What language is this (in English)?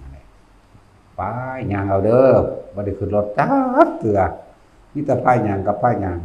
Northeastern Thai